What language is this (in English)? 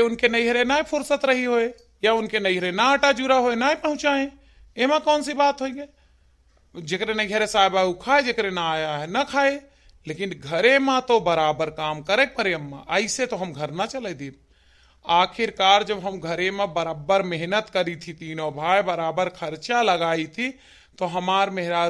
Awadhi